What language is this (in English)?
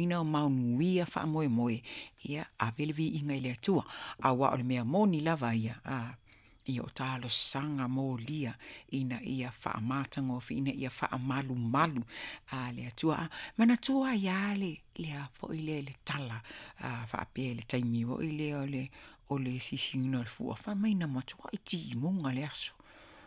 Samoan